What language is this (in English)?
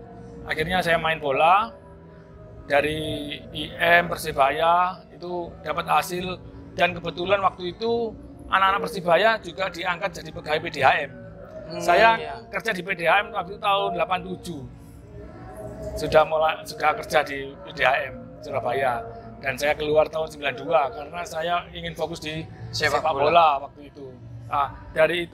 Indonesian